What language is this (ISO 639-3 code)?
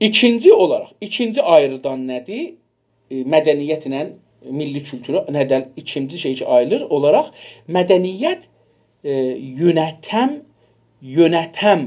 azb